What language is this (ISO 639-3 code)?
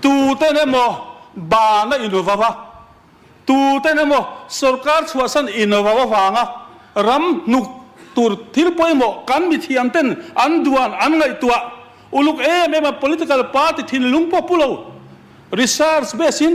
lus